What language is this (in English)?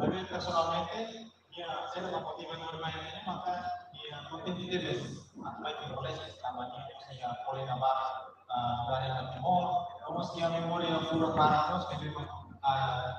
Tetum